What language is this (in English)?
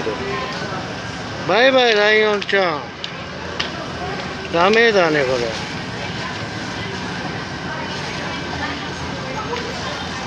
Japanese